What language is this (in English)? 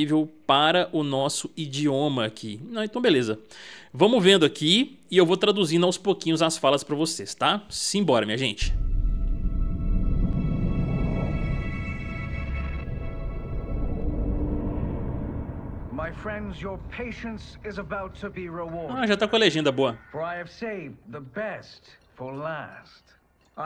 Portuguese